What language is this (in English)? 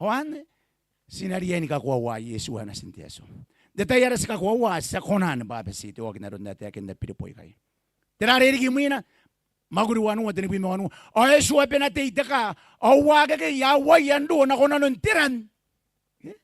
Gilbertese